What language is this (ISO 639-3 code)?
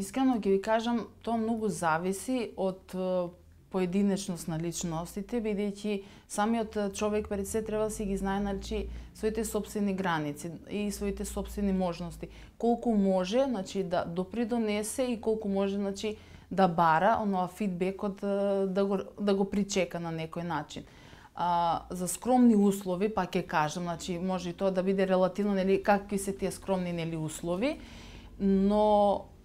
mkd